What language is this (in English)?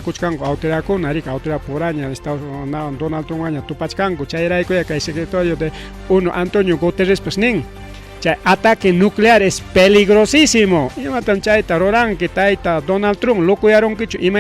Ayacucho Quechua